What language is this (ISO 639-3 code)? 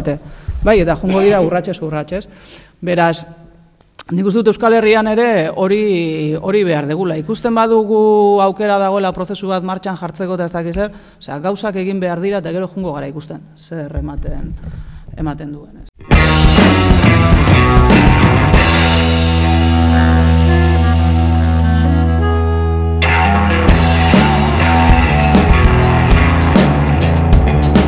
eus